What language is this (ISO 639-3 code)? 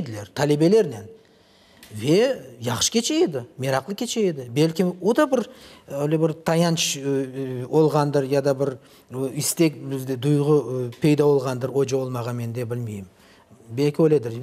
crh